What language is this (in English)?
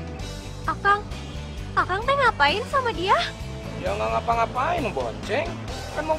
Indonesian